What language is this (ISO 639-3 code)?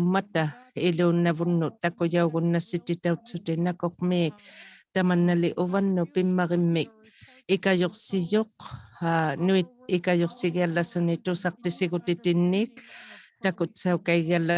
iku